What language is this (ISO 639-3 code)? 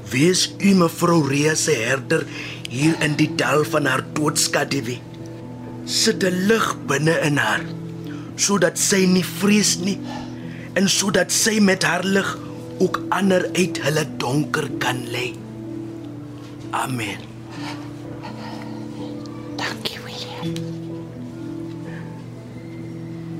afr